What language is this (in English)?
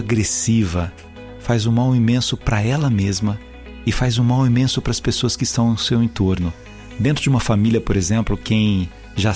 Portuguese